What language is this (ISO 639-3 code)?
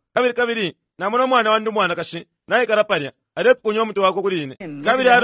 bem